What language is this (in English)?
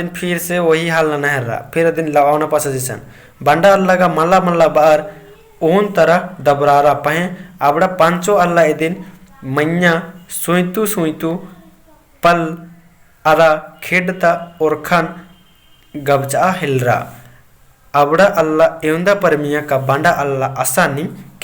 Kurukh